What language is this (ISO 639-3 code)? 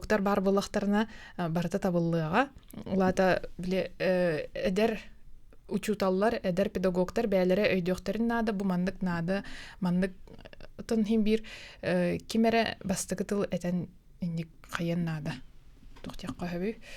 sah